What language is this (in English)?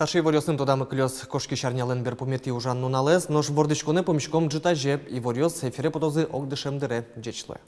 Udmurt